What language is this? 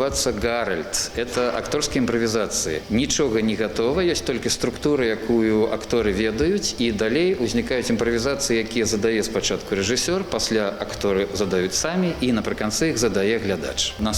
Belarusian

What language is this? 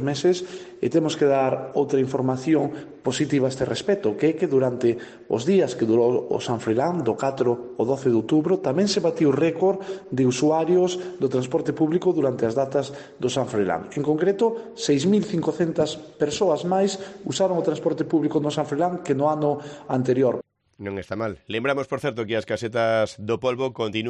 Galician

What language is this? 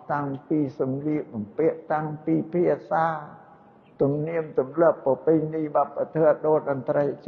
Khmer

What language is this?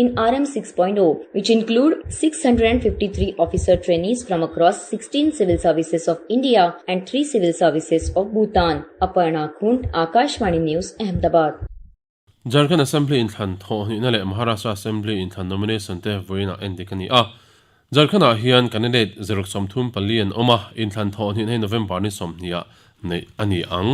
Mizo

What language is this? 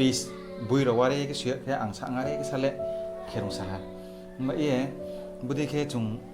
Riang (India)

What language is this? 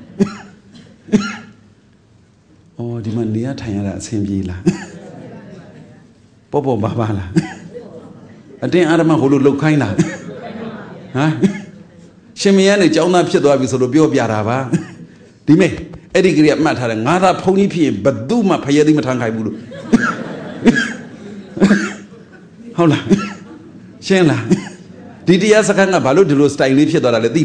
Burmese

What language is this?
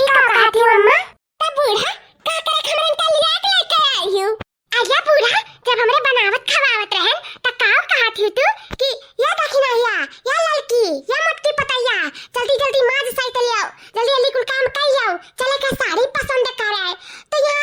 Awadhi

